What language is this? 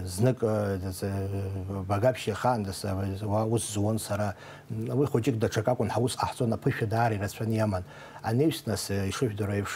Abkhazian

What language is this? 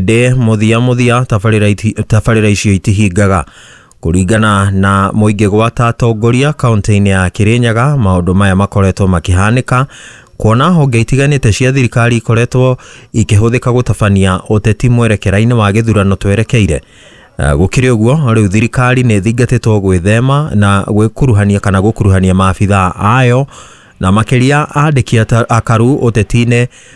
Kikuyu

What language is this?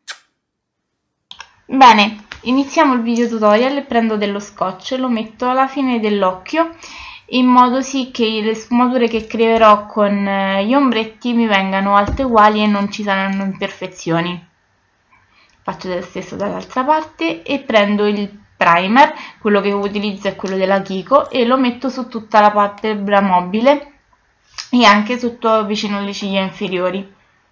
Italian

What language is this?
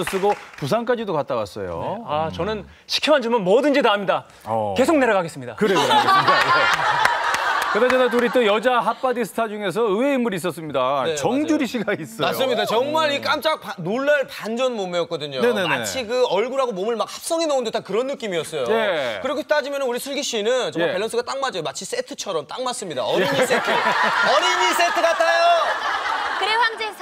Korean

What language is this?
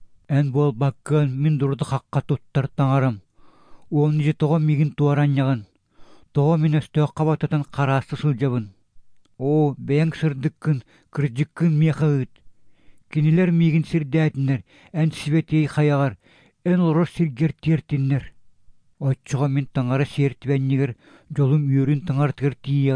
Yakut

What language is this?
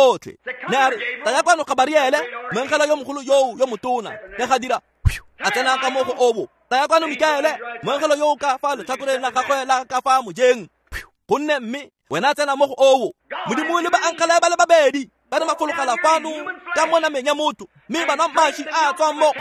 Tswana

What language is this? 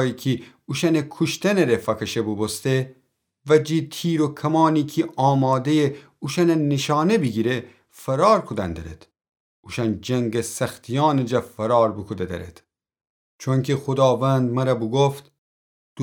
Gilaki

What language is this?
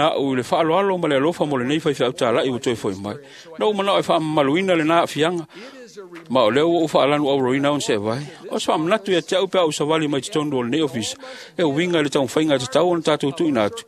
Samoan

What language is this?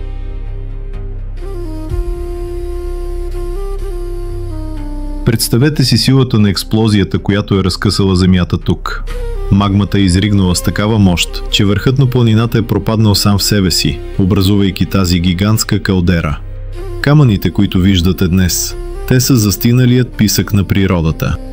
Bulgarian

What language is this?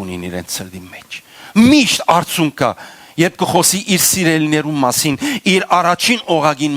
Western Armenian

